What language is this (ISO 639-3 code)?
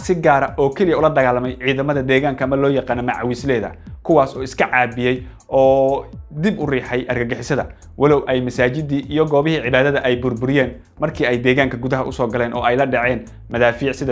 som